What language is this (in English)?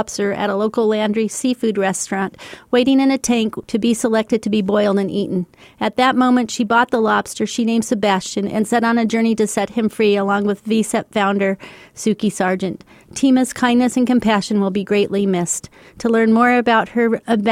English